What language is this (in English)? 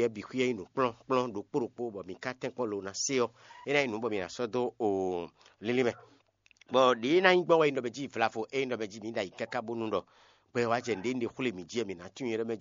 Fon